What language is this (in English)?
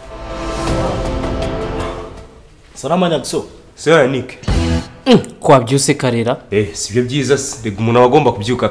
Kinyarwanda